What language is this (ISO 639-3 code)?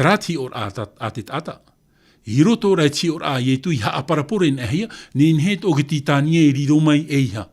tah